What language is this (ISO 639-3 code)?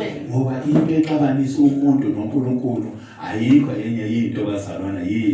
zul